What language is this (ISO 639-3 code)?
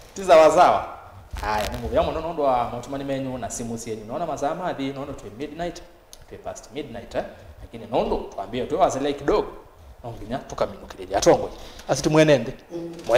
kam